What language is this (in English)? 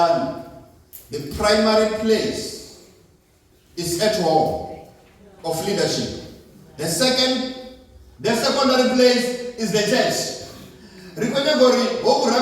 Venda